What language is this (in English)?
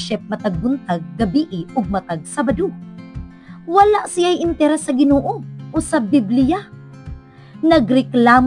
Cebuano